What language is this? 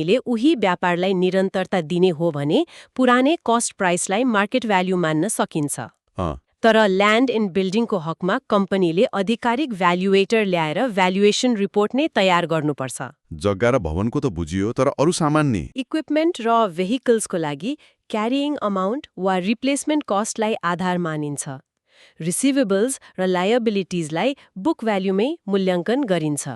Nepali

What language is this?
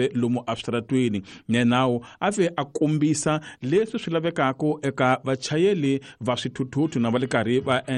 Tsonga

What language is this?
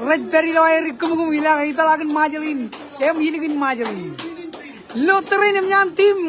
Marshallese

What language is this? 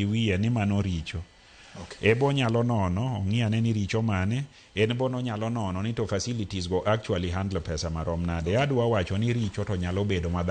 Luo (Kenya and Tanzania)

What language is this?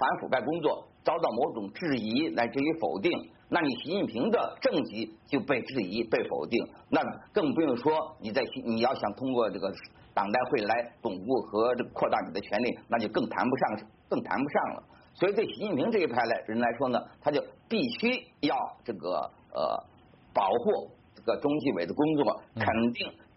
Chinese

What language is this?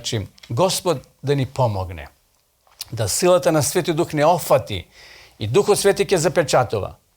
Macedonian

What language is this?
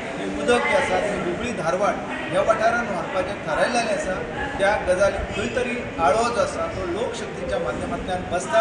Konkani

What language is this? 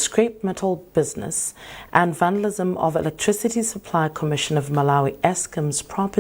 English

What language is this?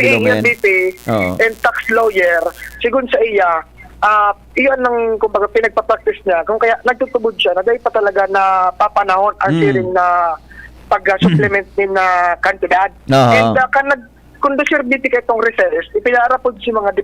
Bikol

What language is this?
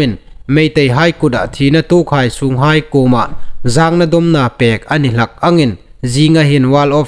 Hmar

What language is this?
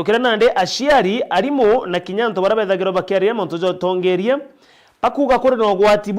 Meru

